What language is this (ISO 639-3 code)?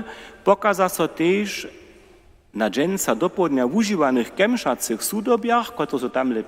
hsb